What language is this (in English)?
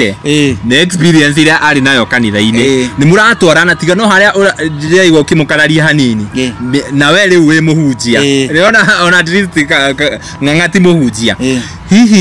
Kikuyu